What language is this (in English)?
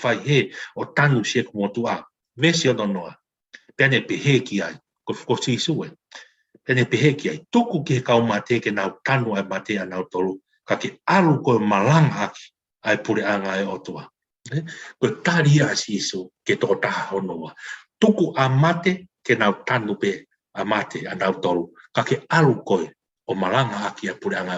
Tongan